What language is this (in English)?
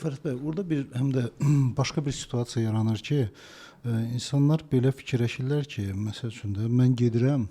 Azerbaijani